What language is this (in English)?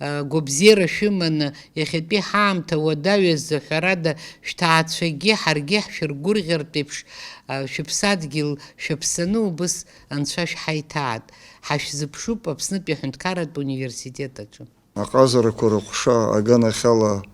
Abkhazian